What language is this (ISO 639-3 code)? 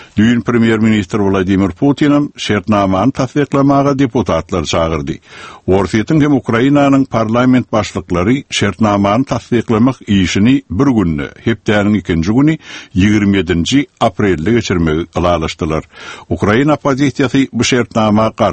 tuk